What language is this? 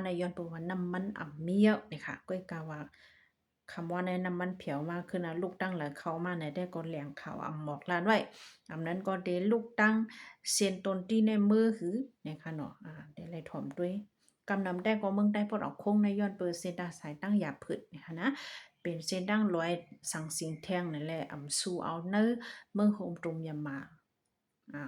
Shan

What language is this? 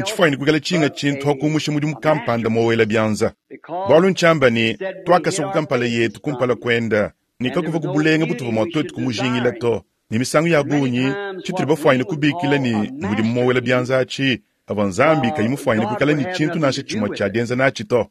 Luba-Lulua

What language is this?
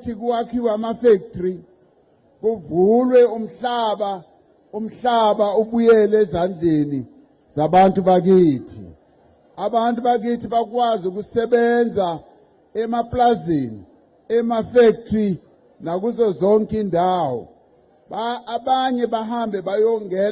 Zulu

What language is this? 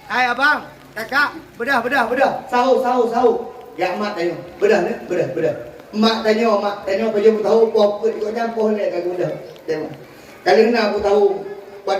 Achinese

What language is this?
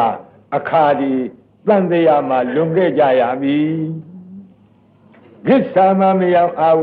Burmese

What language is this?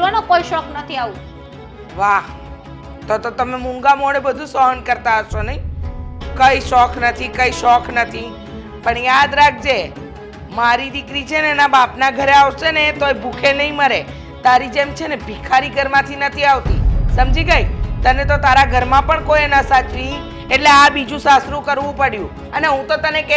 Gujarati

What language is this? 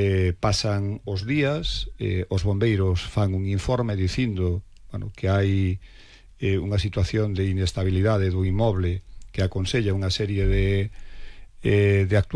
Galician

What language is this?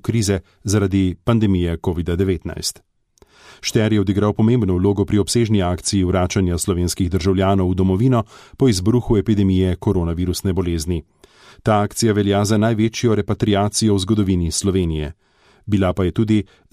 Slovenian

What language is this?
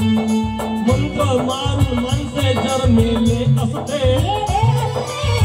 Marathi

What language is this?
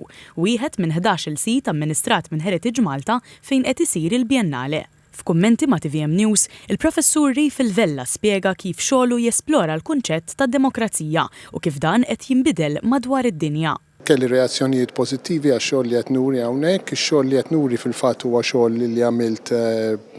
Maltese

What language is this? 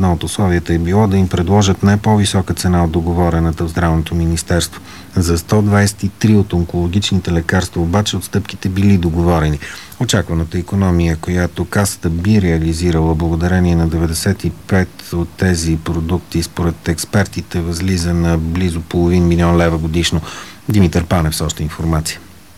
Bulgarian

